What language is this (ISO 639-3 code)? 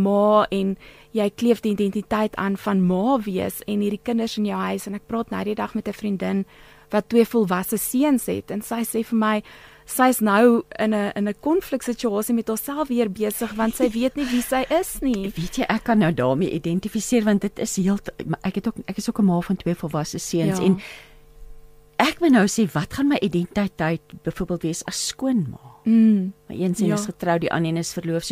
afr